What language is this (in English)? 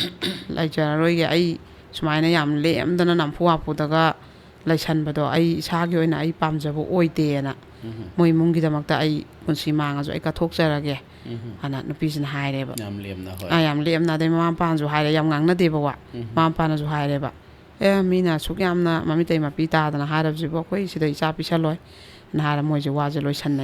Manipuri